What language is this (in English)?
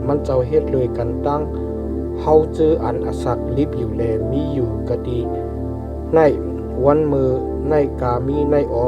Shan